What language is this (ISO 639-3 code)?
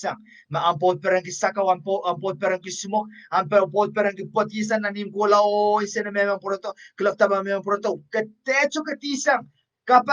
pon